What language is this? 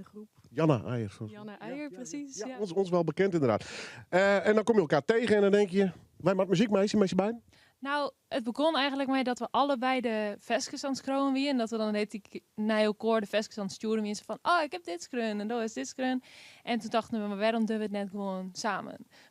Western Frisian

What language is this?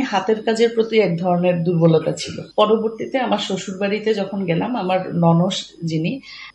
Bangla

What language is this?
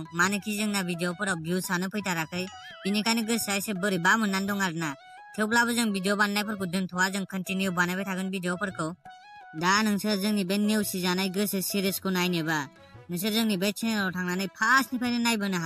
Bodo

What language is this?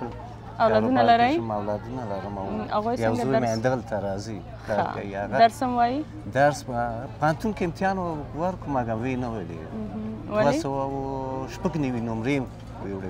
Pashto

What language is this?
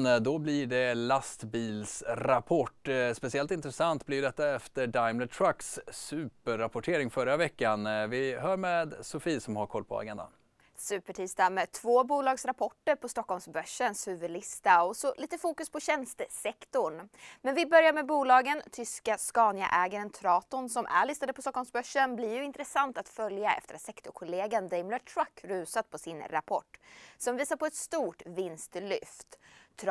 Swedish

